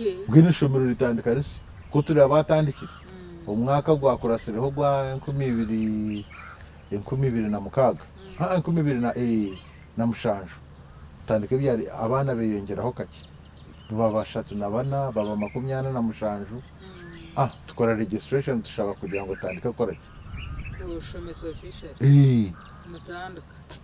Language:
Nyankole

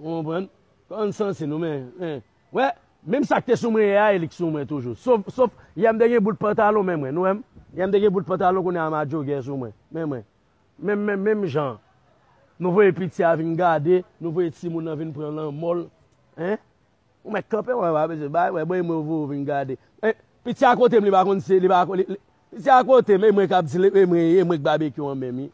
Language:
Haitian Creole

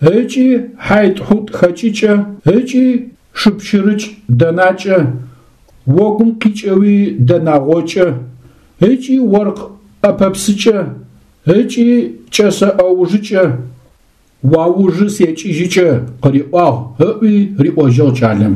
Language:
Adyghe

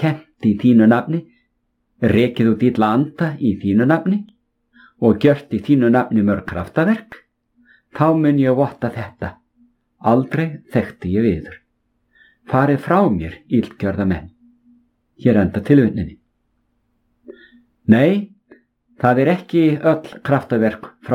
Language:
Icelandic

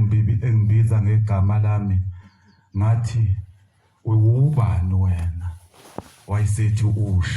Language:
Zulu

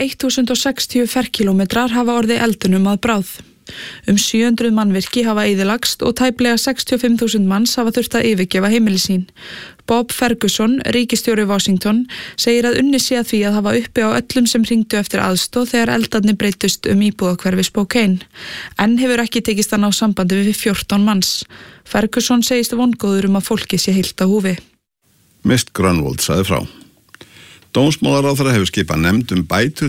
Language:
Icelandic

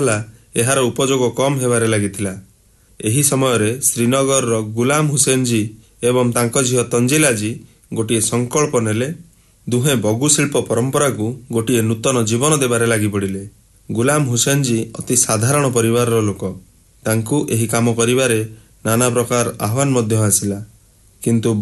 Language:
Odia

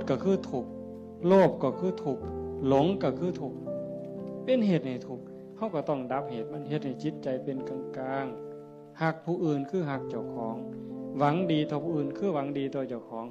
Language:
Northeastern Thai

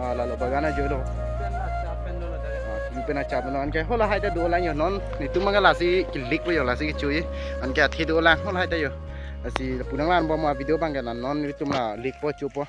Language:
Karbi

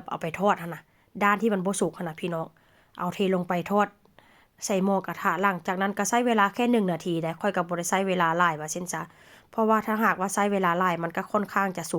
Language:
Northeastern Thai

